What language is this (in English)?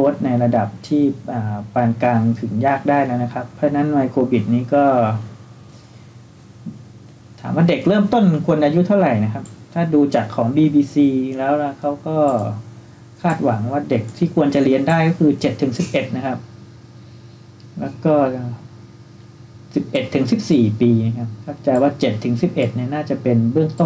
Thai